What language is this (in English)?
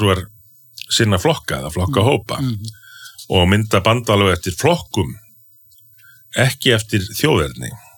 Icelandic